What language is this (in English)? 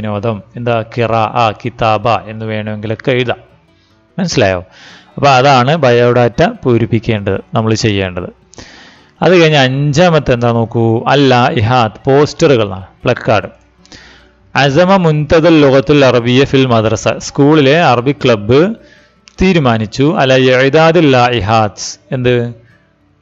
Malayalam